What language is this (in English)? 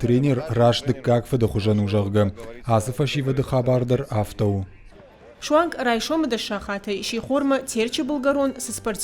Ossetic